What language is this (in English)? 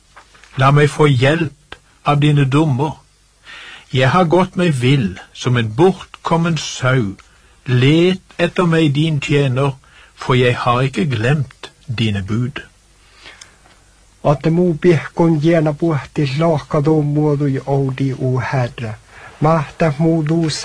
Norwegian